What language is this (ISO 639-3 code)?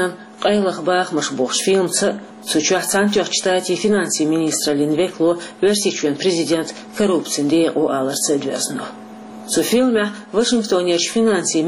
che